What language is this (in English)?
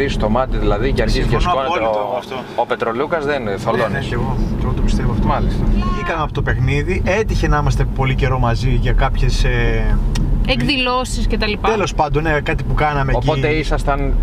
Greek